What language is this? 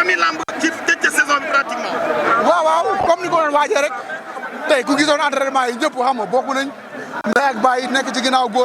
Wolof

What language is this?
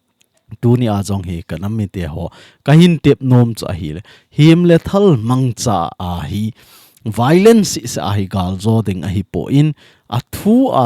Thado Chin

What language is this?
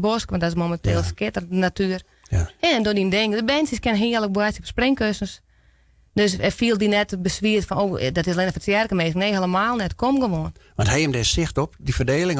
Western Frisian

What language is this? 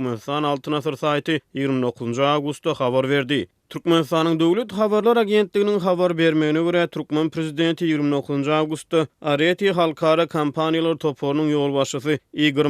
Turkmen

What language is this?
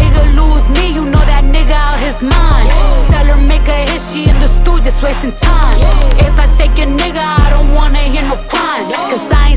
English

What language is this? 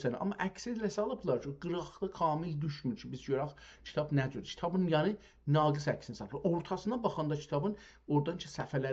South Azerbaijani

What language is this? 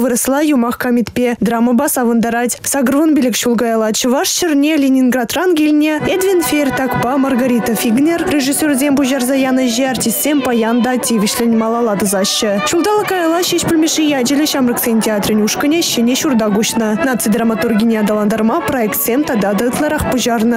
Chuvash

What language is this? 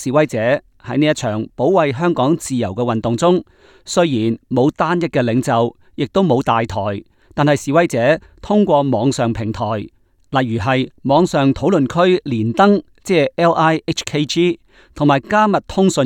Cantonese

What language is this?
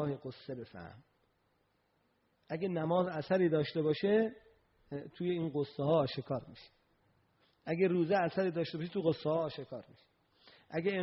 Persian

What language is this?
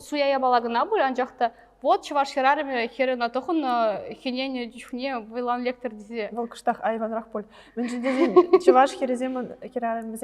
Chuvash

